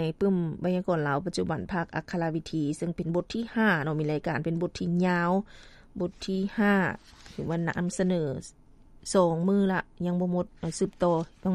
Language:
Lao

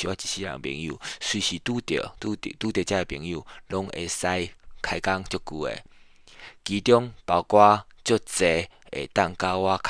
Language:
Min Nan Chinese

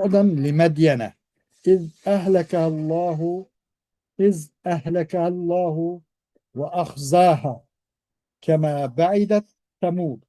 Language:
Uyghur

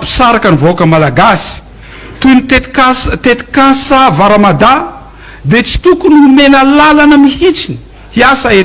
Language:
Malagasy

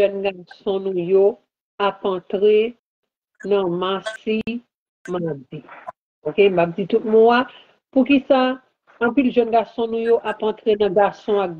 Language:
Haitian Creole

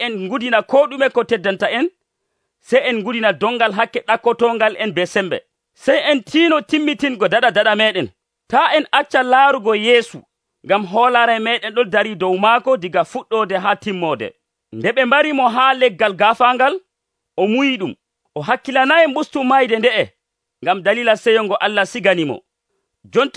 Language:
Nigerian Fulfulde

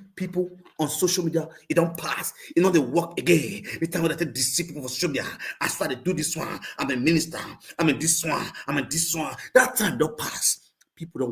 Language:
Nigerian Pidgin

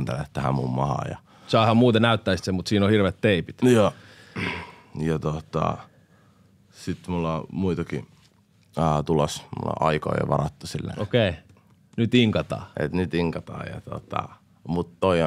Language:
Finnish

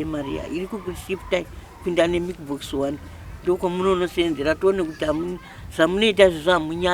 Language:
Shona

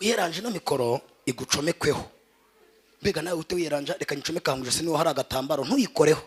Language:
Kinyarwanda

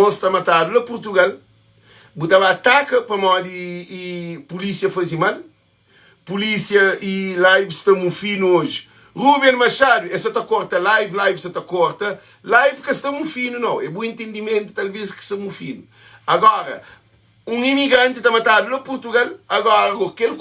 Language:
Kabuverdianu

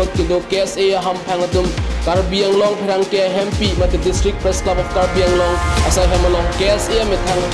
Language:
Karbi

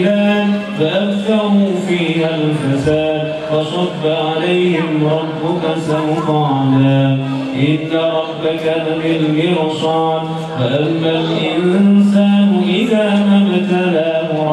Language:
Arabic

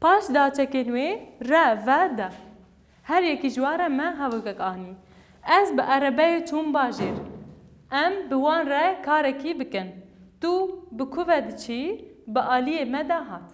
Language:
Kurdish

